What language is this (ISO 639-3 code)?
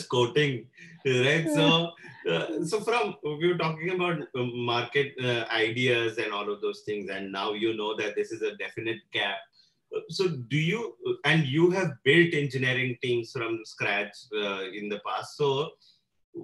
eng